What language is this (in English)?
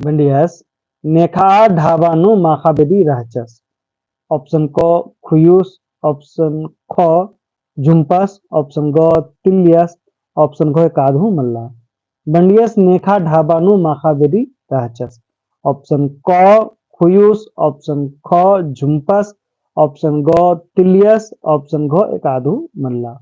Kurukh